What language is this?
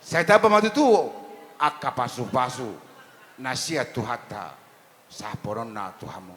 Batak Toba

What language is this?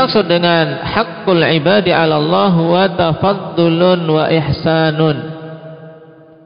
Indonesian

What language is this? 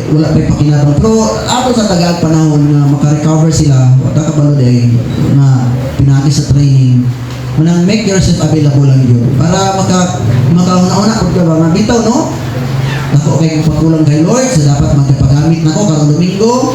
Cebuano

